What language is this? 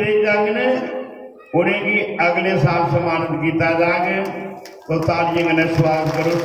Dogri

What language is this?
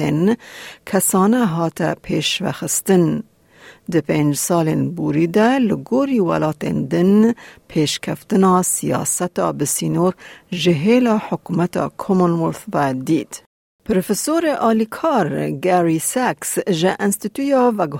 Kurdish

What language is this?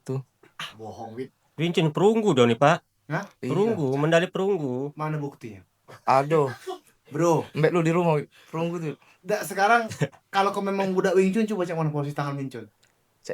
Musi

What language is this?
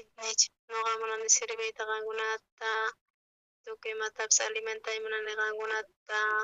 South Bolivian Quechua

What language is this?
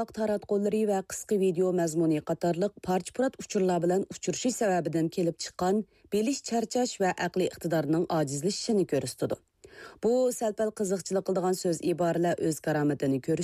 Uyghur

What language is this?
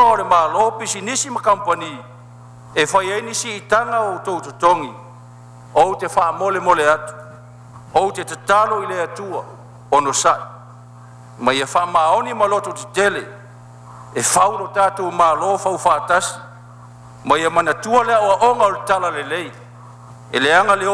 Samoan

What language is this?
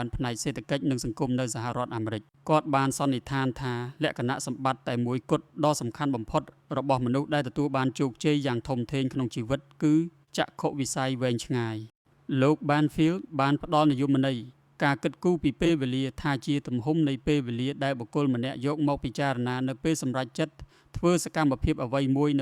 Khmer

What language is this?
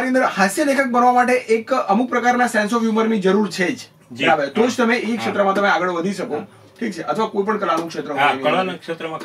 Gujarati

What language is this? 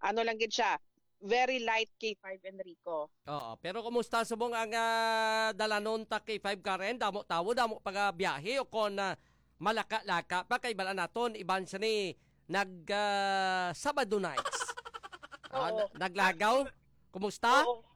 Hiligaynon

